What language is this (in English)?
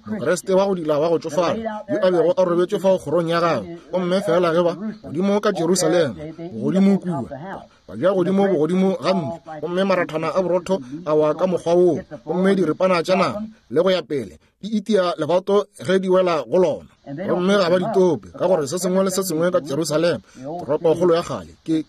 Northern Sotho